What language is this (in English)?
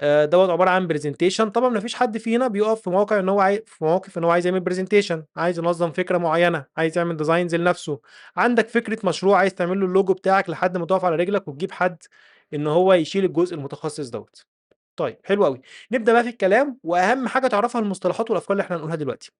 Egyptian Arabic